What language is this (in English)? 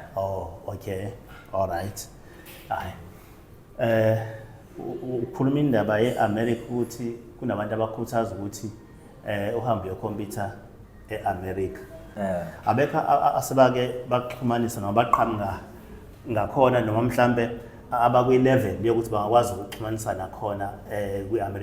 Zulu